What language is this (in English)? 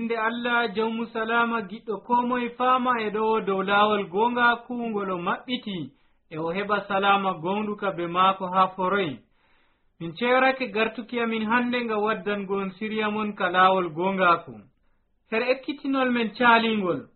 Nigerian Fulfulde